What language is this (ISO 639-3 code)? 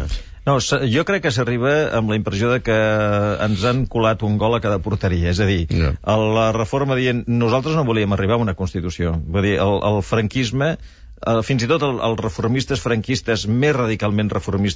cat